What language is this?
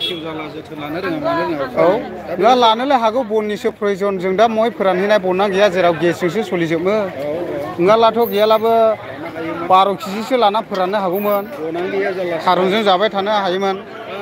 Bodo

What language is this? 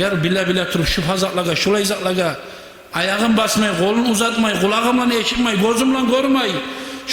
Kumyk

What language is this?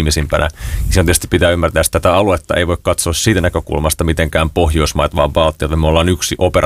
Finnish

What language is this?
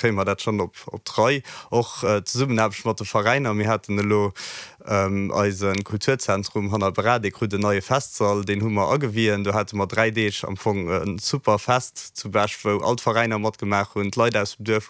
Luxembourgish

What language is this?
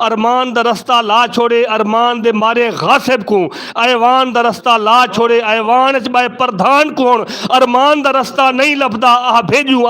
Saraiki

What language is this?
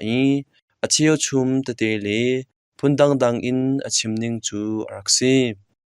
Hakha Chin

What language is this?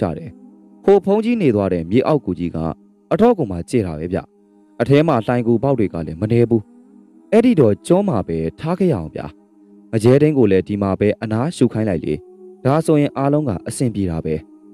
Burmese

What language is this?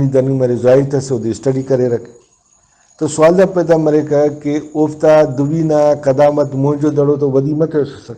Brahui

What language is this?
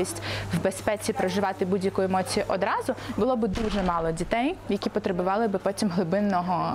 Ukrainian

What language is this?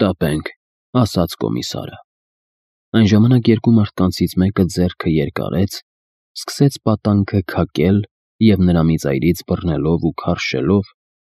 Armenian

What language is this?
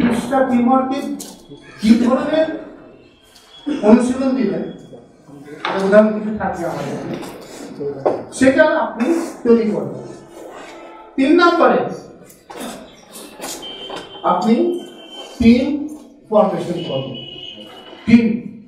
Bangla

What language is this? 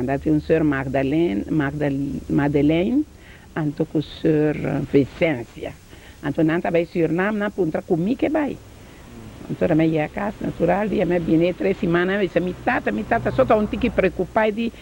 Papiamento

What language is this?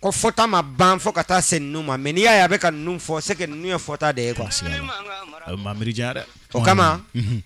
Bambara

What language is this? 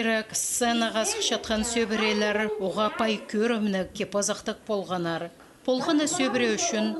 Khakas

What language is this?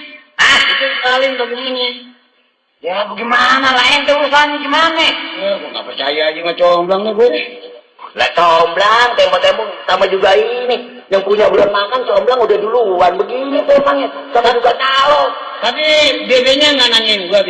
Betawi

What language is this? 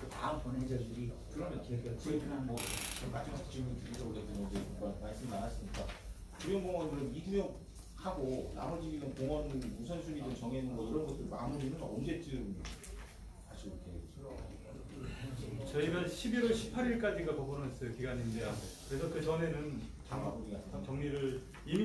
Korean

